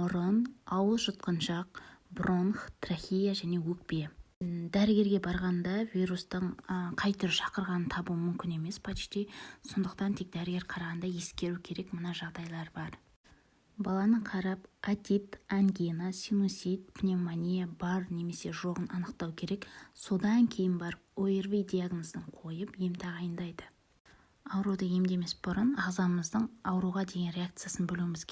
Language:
Kazakh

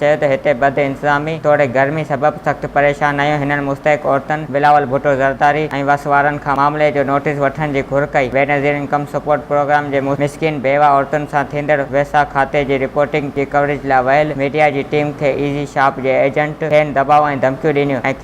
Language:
Sindhi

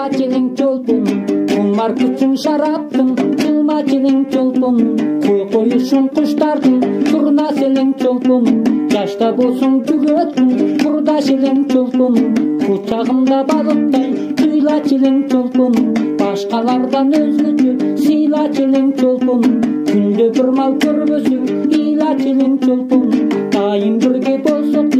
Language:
Kazakh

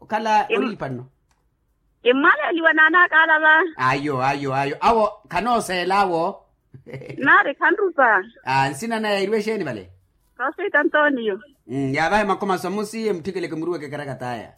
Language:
Makhuwa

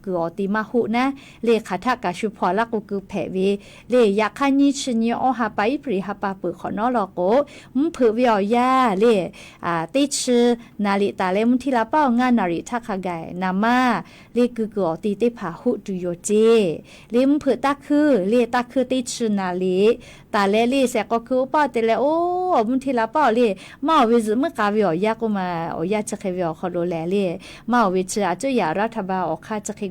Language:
Lahu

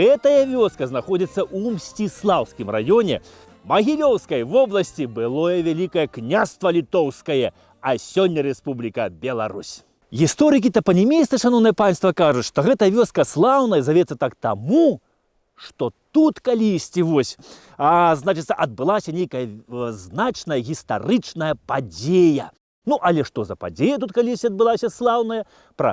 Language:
Belarusian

